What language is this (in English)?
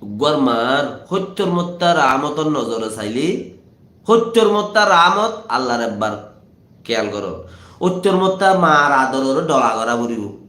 Rohingya